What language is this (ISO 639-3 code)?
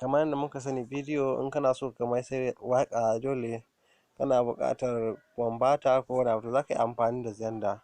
hau